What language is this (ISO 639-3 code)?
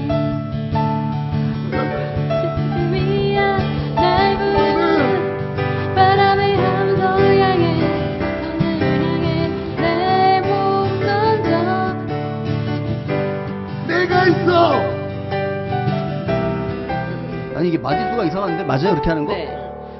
kor